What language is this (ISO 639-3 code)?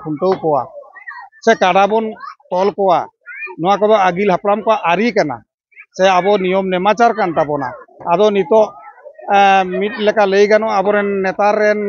sat